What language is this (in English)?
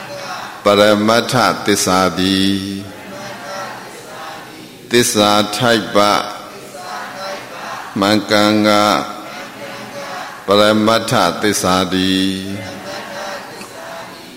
Burmese